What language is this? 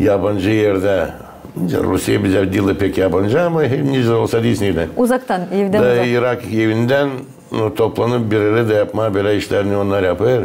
Gagauz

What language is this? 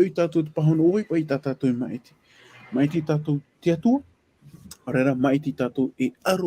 Tahitian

